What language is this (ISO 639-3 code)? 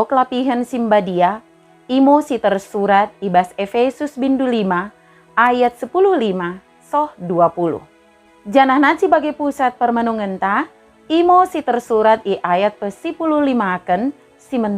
btd